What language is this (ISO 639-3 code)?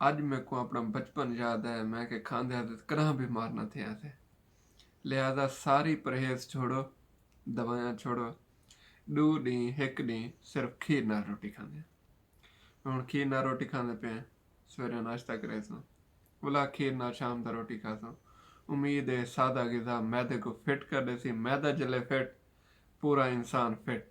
skr